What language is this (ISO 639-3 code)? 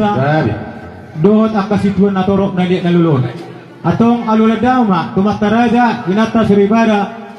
bbc